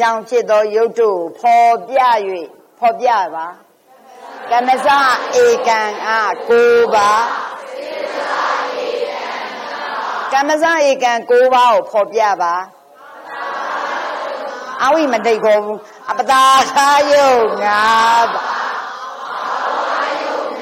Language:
Burmese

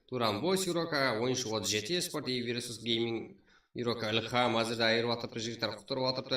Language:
Kara-Kalpak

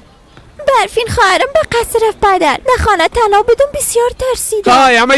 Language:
Persian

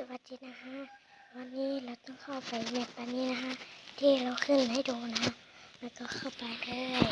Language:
Lao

